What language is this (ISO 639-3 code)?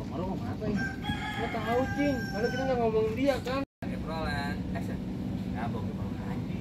bew